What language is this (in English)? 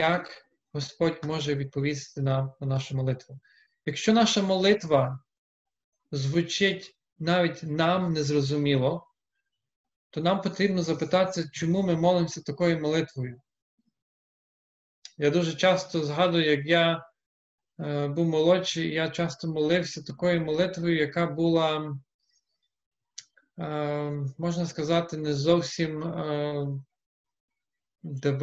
Ukrainian